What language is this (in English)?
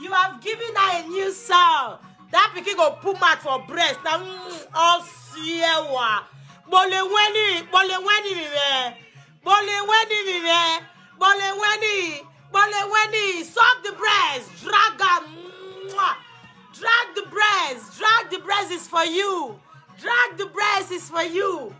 Nigerian Pidgin